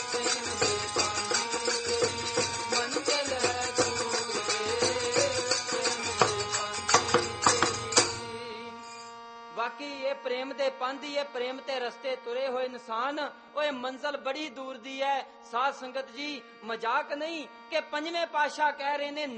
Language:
Punjabi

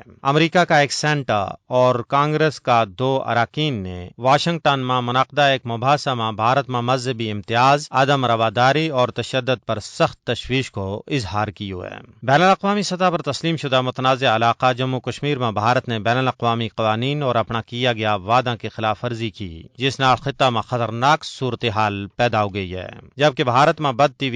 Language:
Gujari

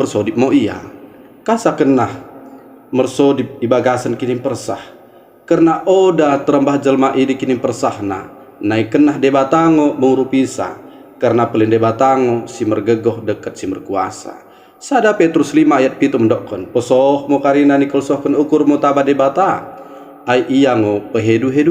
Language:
Batak Dairi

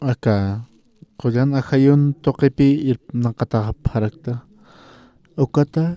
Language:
Aymara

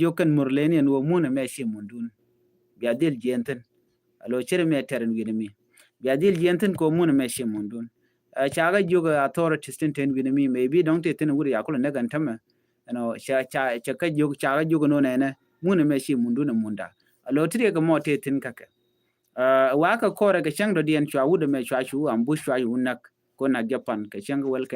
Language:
Nuer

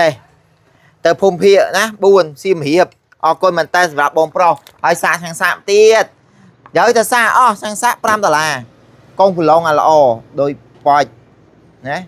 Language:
Khmer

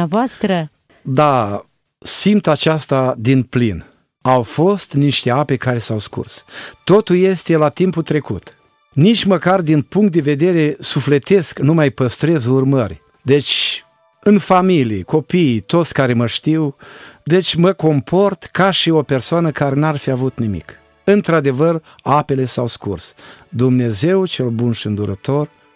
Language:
Romanian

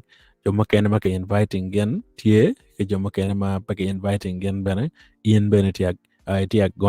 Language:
Acoli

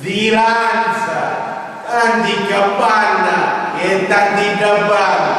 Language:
Sicilian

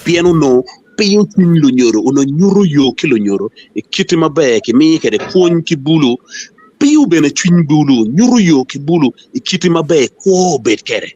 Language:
Acoli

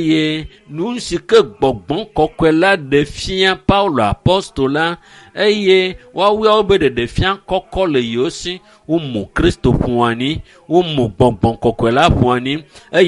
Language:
Ewe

